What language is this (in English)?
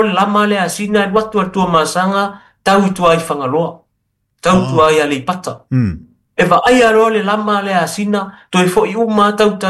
Samoan